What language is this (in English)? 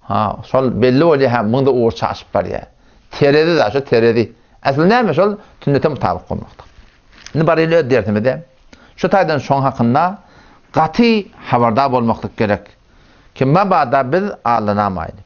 Turkmen